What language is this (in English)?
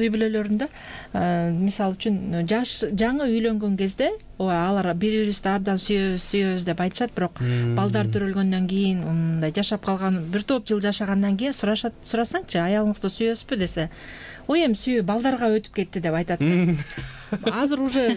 Kyrgyz